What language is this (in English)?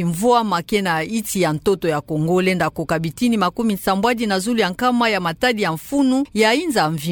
Kituba (Democratic Republic of Congo)